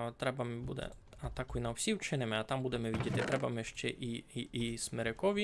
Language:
Rusyn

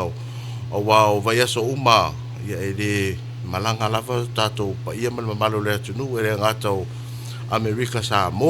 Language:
Samoan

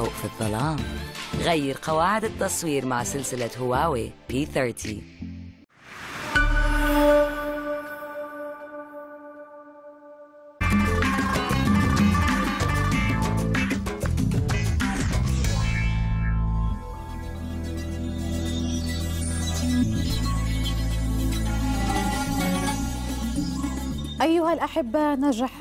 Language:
Arabic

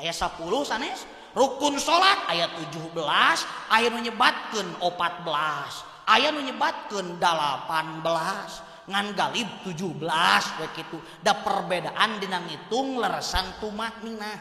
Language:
Sundanese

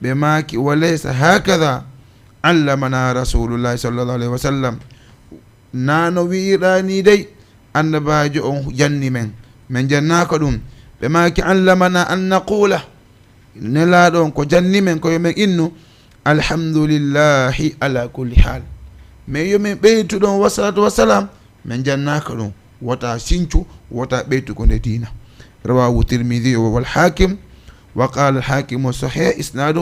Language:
Fula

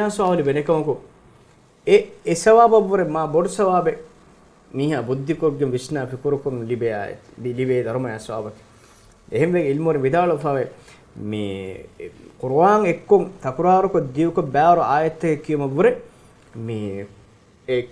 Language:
Divehi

